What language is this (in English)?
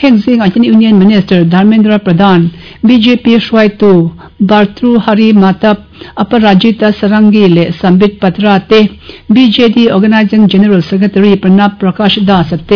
Mizo